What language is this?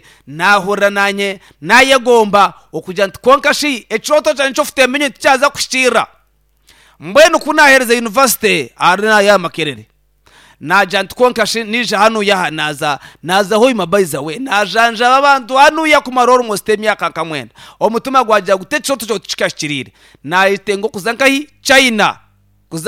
Nyankole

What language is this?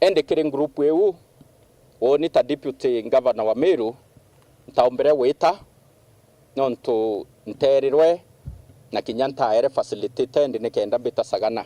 Meru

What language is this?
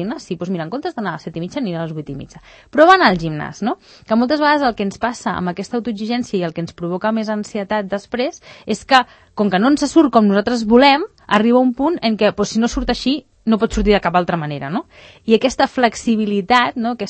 Catalan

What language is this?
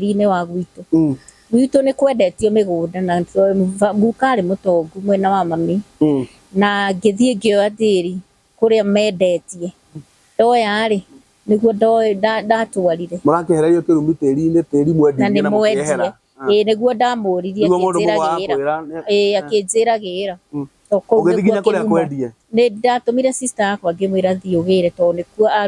Kikuyu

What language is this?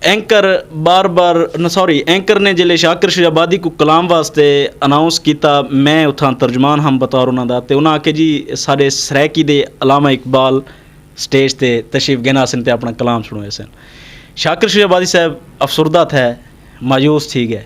Saraiki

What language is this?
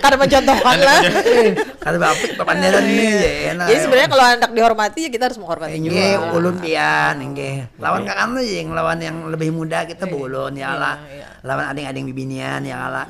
Banjar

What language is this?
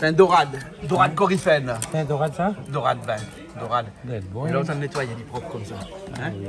Réunion Creole French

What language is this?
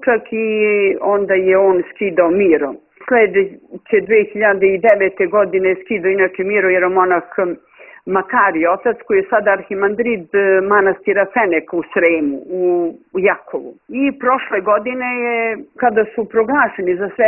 Serbian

